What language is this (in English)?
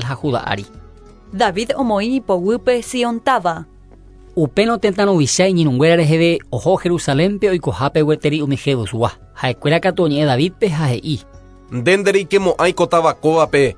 Guarani